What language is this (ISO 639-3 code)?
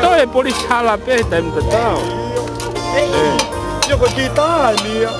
ton